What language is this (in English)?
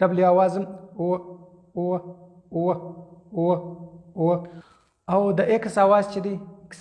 Pashto